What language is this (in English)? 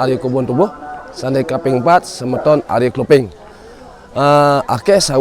Balinese